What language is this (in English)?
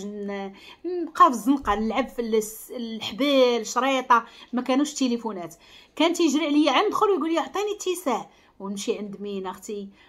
Moroccan Arabic